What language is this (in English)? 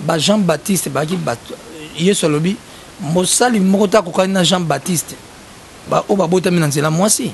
Lingala